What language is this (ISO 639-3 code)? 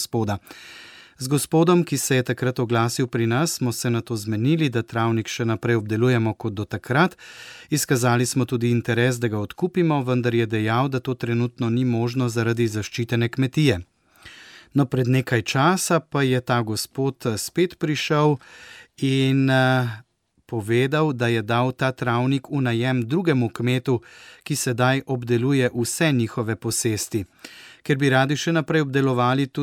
slv